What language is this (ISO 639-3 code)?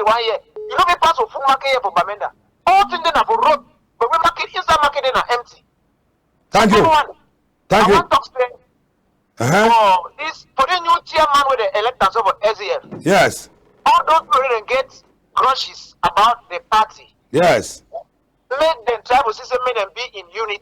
wes